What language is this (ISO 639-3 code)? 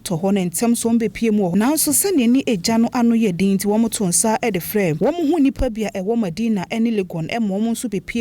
aka